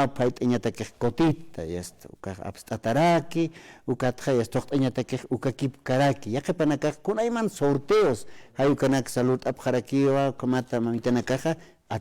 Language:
Aymara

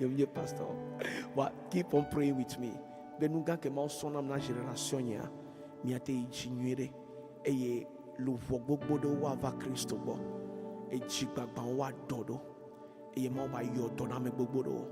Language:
Ewe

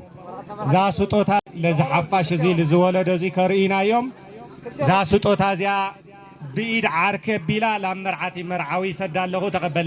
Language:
Tigrinya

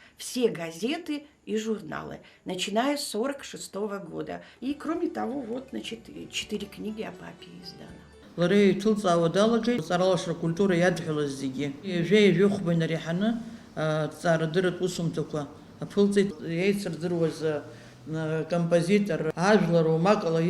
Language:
Abkhazian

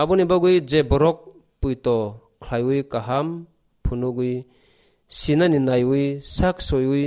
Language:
Kok Borok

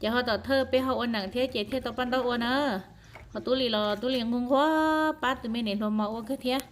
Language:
Hmong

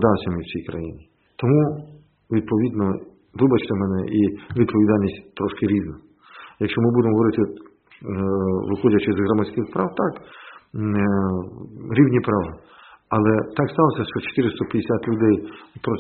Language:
Ukrainian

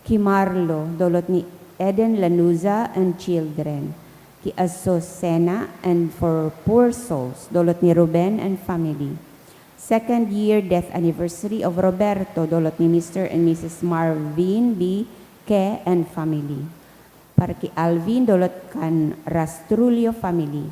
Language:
Bikol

